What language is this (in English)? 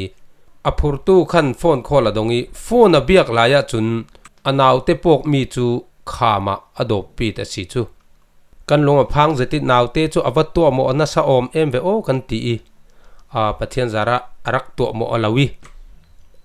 Falam Chin